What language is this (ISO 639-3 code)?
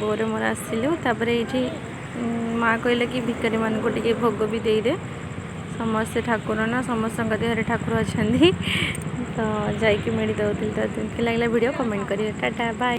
ori